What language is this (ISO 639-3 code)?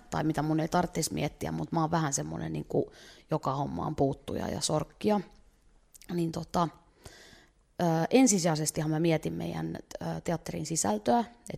fin